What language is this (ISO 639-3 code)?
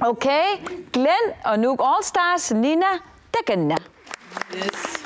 kal